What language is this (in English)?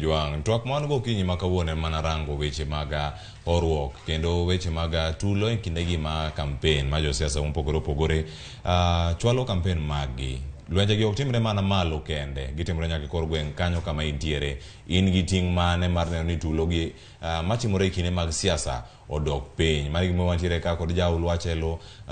Luo (Kenya and Tanzania)